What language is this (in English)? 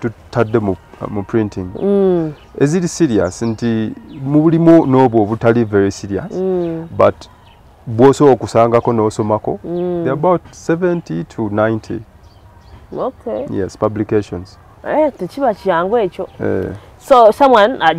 Ganda